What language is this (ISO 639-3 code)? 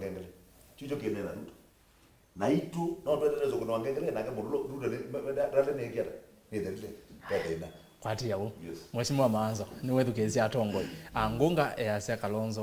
kam